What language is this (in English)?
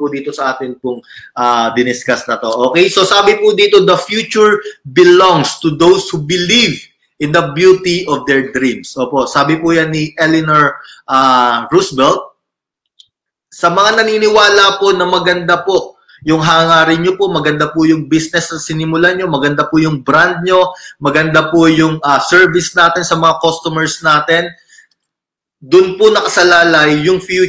Filipino